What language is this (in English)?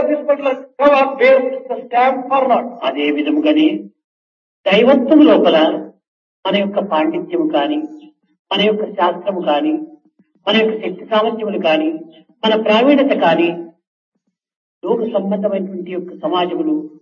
Telugu